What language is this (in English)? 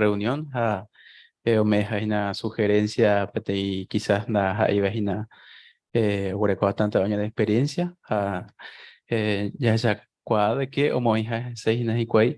Guarani